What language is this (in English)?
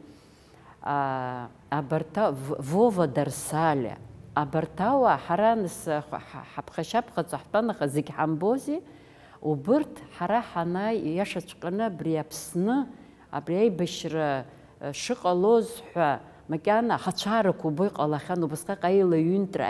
Abkhazian